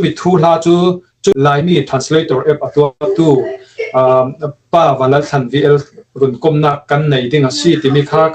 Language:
Falam Chin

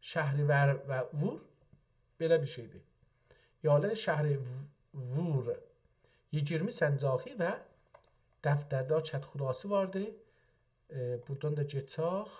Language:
South Azerbaijani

